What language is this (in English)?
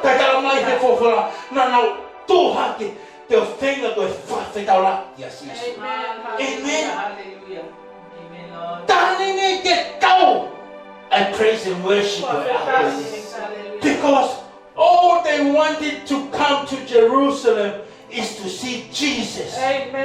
Tongan